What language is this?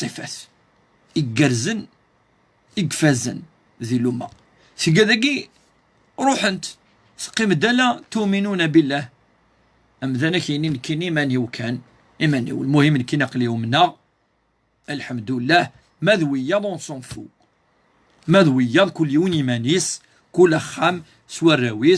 Kabyle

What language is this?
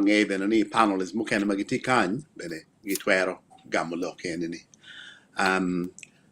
Acoli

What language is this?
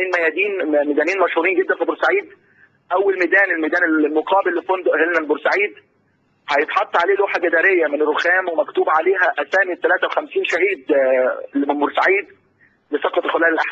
Egyptian Arabic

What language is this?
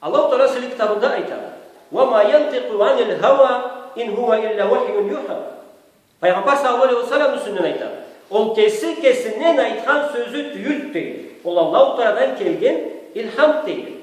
Karachay-Balkar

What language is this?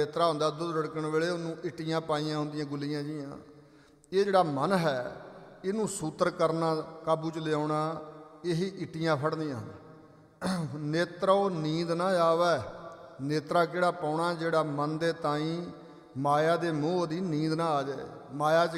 Punjabi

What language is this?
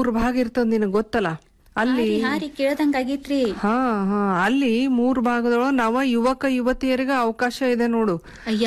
Kannada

